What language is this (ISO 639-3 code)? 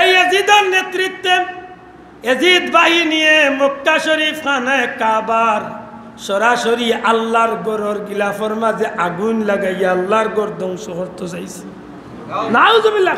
syl